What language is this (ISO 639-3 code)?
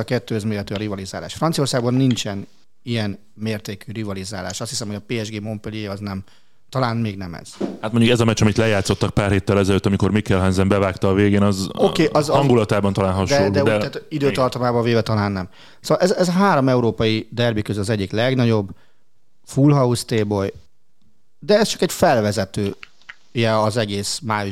hun